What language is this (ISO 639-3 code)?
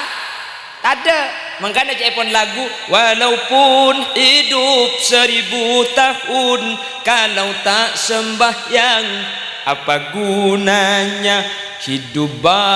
mad